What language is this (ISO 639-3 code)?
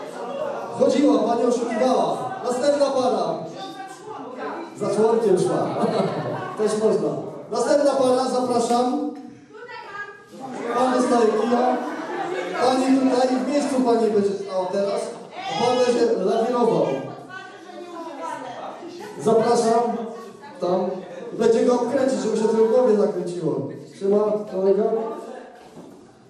pol